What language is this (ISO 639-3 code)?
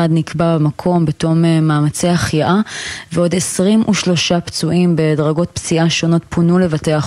heb